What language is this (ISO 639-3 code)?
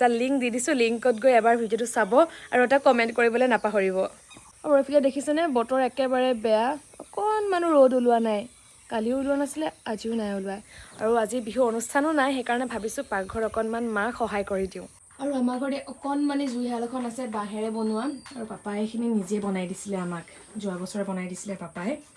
asm